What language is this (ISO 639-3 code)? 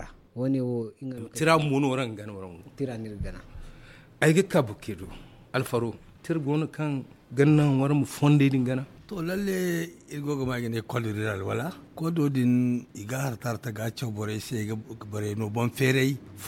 dje